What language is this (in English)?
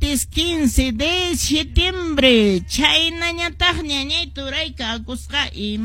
Quechua